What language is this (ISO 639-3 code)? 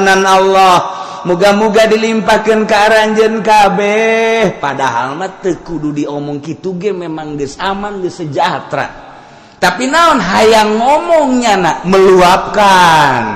sun